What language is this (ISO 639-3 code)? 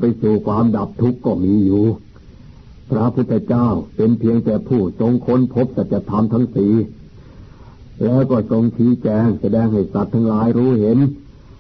tha